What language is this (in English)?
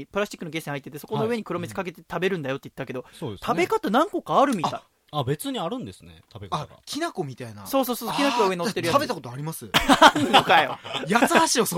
Japanese